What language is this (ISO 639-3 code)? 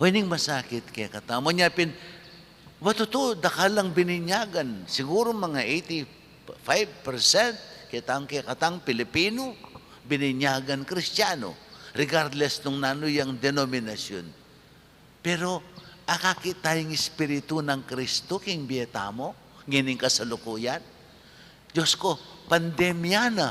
pam